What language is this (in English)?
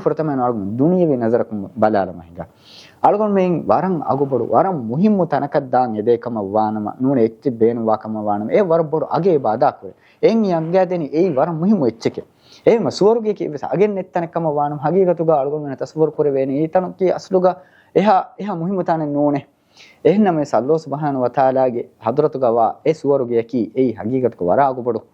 Divehi